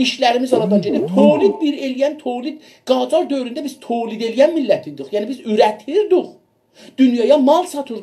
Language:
South Azerbaijani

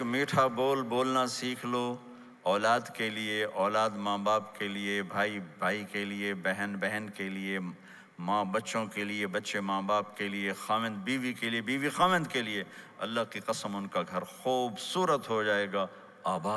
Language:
Urdu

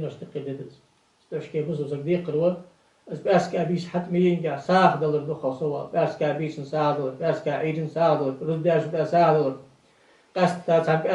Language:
Ingush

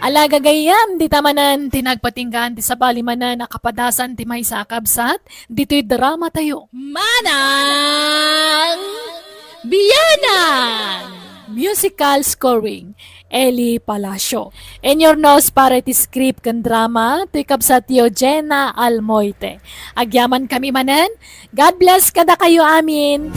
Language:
Iloko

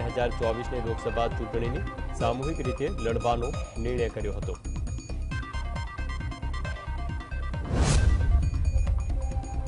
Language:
Gujarati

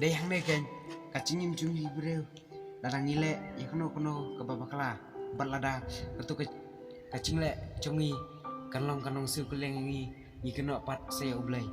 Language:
Khasi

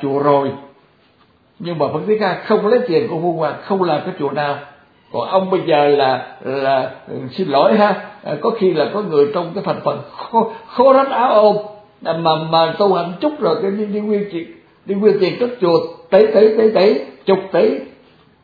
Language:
Vietnamese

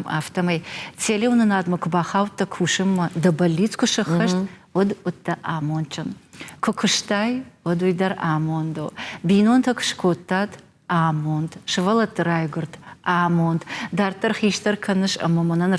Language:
Ossetic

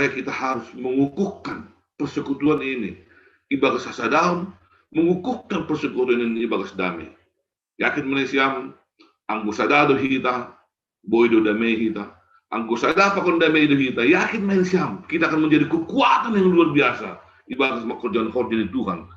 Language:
Batak Simalungun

